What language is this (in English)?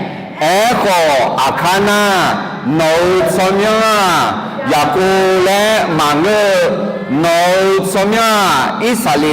Akha